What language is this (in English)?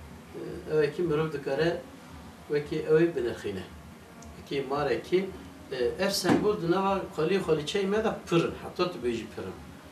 Kurdish